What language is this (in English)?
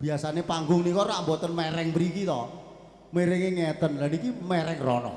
Javanese